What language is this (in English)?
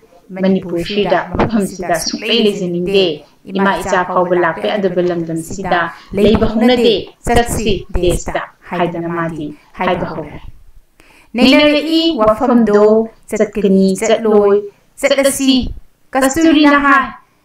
Manipuri